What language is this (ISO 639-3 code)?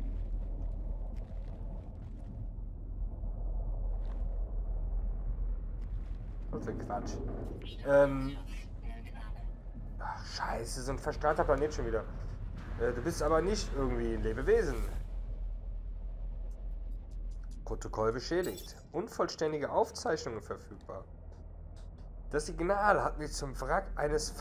deu